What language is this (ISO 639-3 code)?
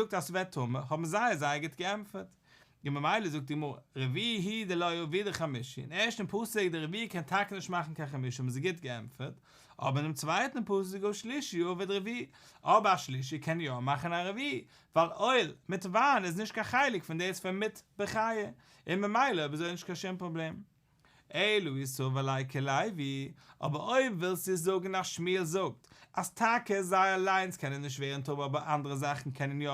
yid